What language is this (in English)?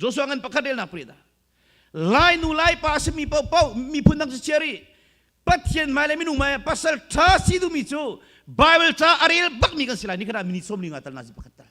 Hakha Chin